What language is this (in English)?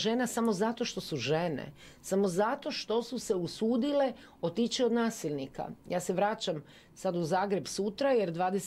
Croatian